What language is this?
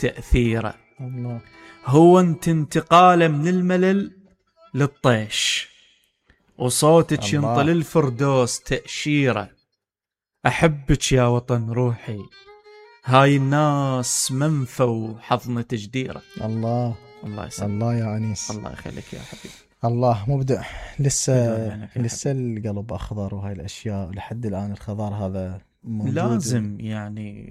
Mesopotamian Arabic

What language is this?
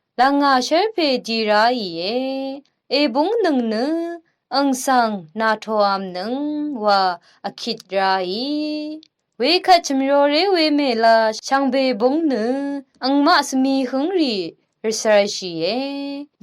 Rawang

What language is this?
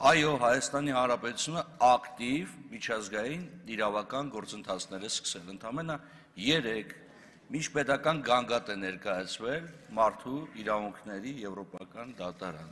Armenian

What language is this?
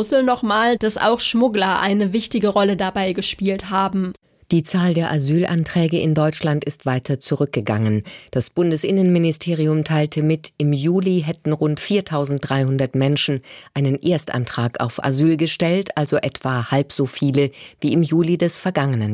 German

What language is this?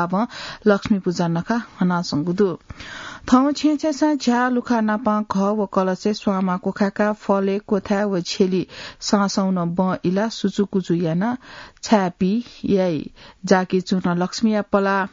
Newari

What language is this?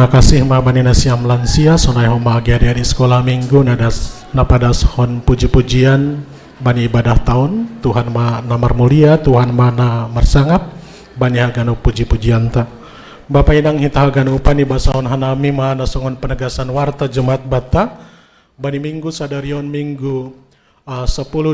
Batak Simalungun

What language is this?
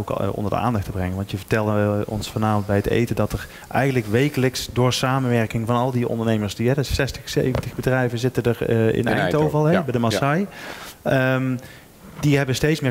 Dutch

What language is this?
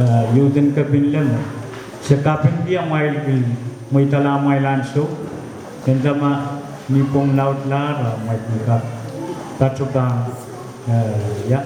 Pohnpeian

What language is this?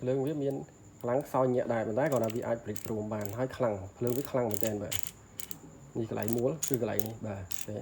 Khmer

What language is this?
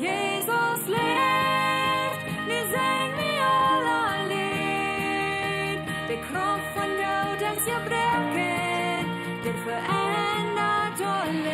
Plautdietsch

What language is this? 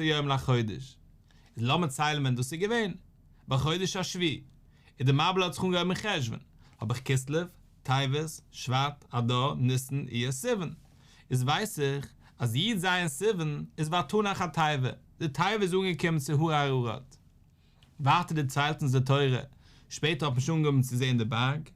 Yiddish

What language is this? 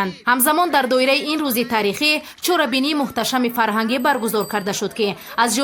Tajik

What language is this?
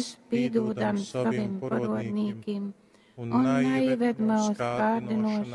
Latgalian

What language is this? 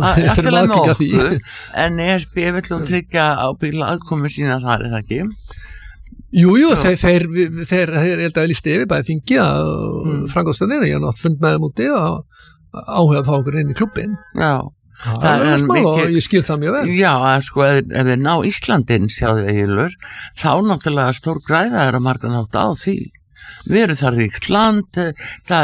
Icelandic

